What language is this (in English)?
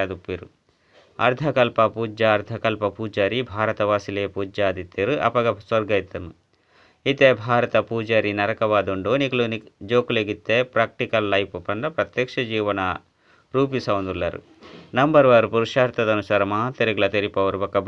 Tulu